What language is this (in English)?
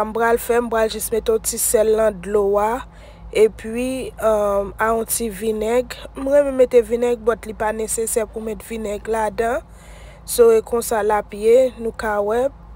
Haitian Creole